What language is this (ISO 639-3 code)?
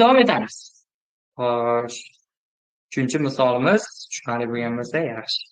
uzb